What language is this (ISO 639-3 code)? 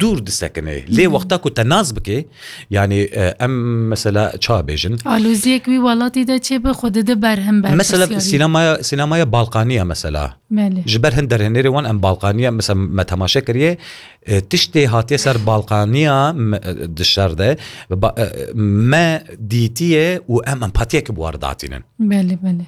kur